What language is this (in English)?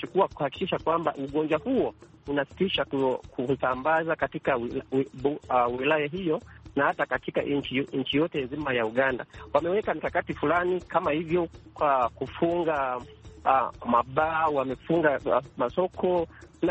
Swahili